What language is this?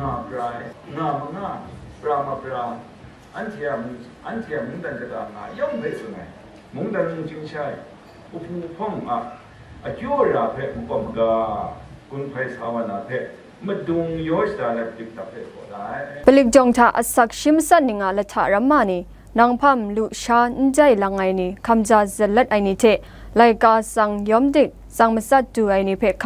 Kachin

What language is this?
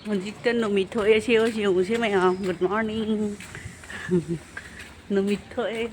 Manipuri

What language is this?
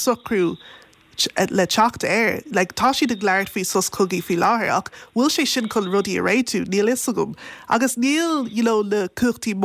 Irish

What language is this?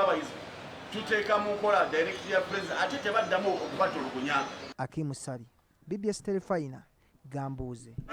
Ganda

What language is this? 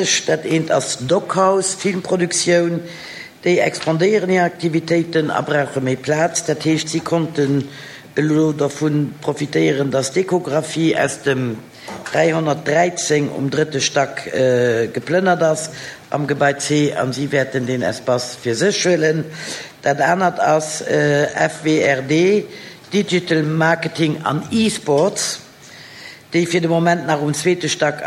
Luxembourgish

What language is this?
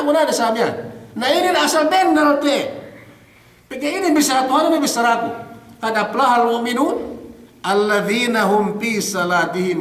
Yakan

